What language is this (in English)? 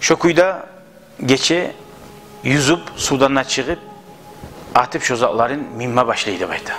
Kumyk